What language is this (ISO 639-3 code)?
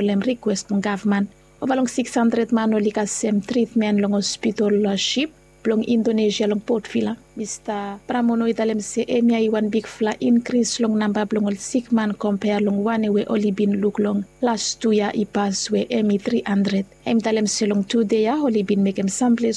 bis